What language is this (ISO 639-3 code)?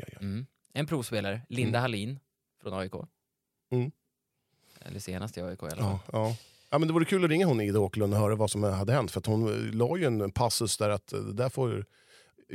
swe